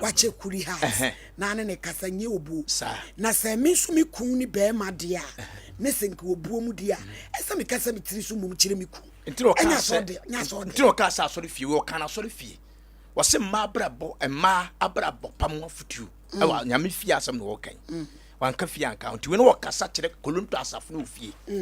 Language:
Akan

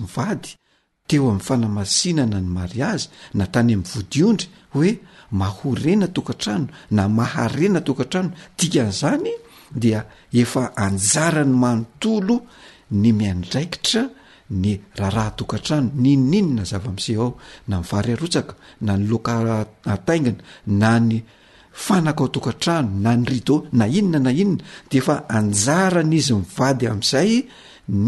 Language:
Malagasy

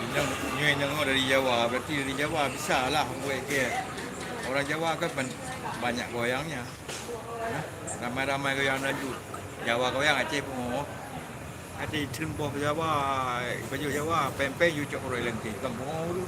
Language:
Achinese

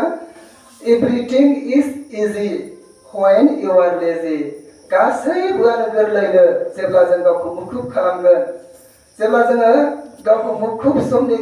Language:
Bodo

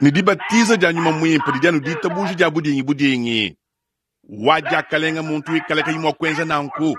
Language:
Luba-Lulua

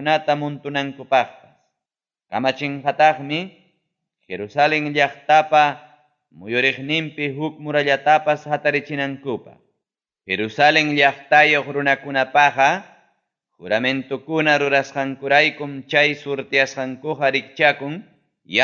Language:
Ayacucho Quechua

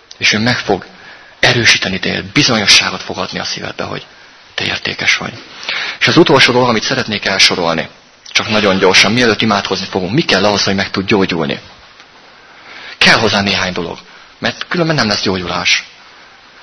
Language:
Hungarian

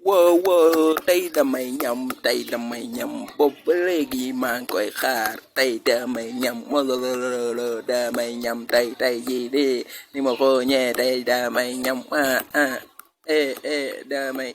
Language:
Wolof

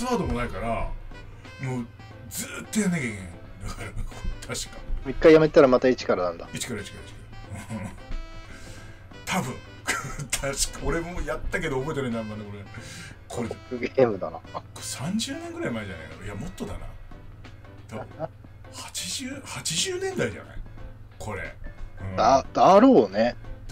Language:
Japanese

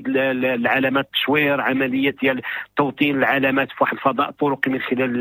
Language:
Moroccan Arabic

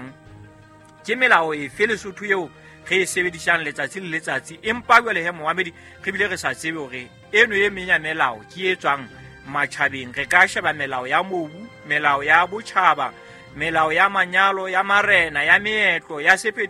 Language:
Southern Sotho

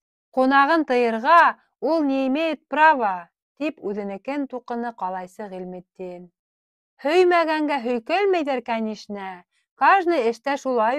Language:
Bashkir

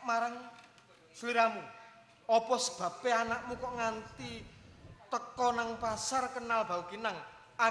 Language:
Javanese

